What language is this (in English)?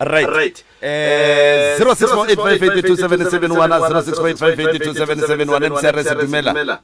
Northern Sotho